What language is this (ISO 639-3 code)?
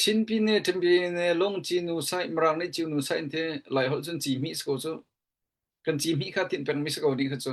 cnh